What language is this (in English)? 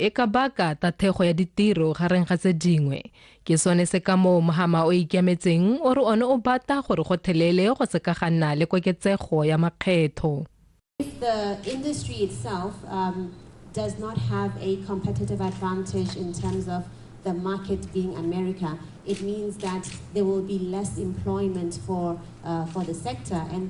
Tswana